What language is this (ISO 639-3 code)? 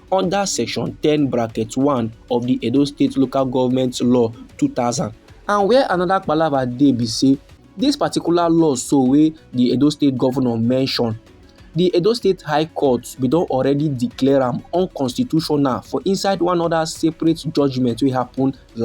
pcm